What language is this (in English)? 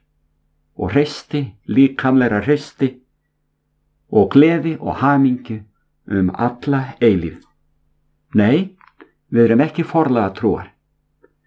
Icelandic